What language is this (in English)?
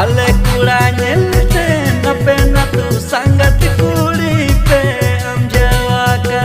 Santali